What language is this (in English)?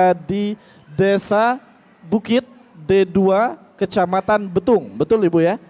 Musi